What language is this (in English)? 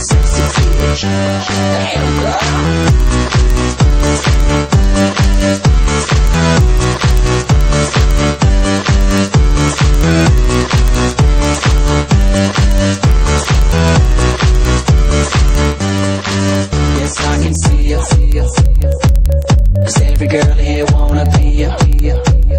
English